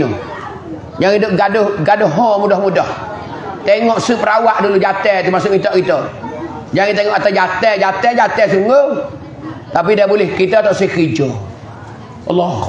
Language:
Pattani Malay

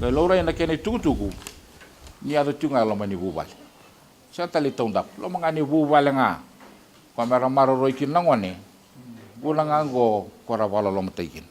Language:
Fijian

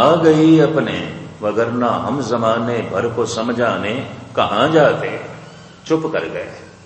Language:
Punjabi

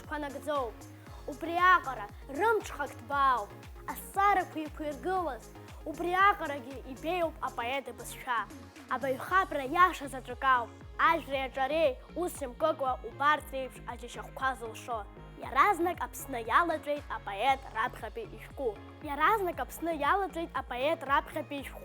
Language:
Abkhazian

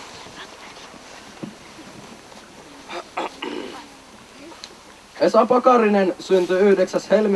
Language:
Finnish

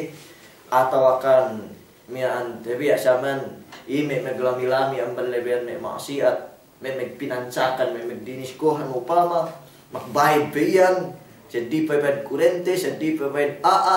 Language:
Yakan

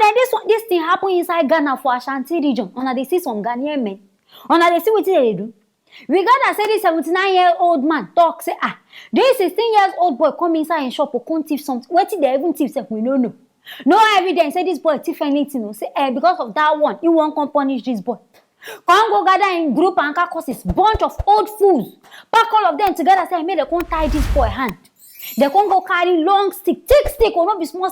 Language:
Nigerian Pidgin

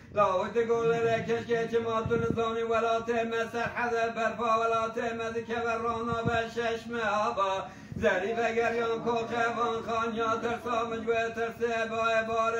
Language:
Kurdish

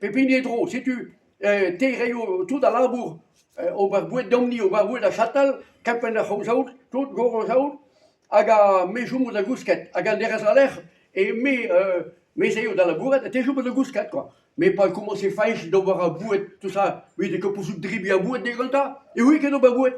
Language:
Breton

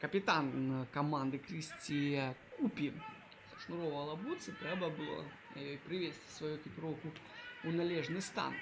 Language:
Belarusian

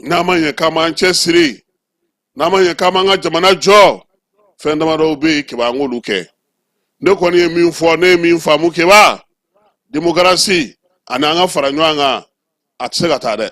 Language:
Bambara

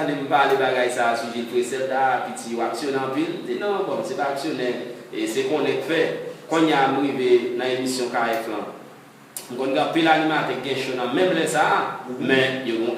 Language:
Haitian Creole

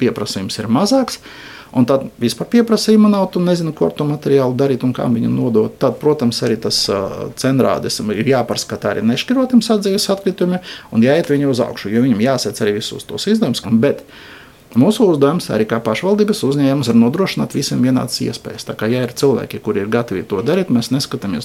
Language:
Latvian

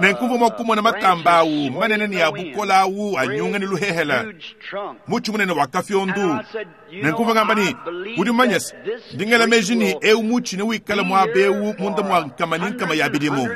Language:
Luba-Lulua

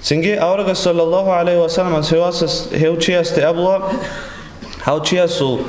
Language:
Avaric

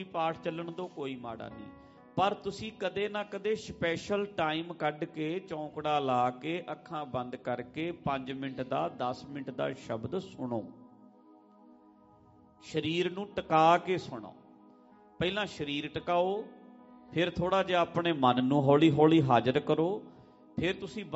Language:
Punjabi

